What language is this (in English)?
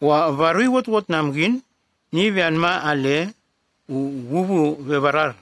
Nume